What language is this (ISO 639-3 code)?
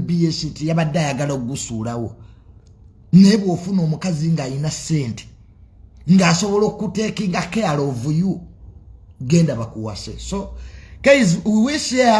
lug